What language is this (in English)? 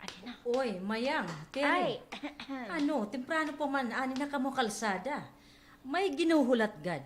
Waray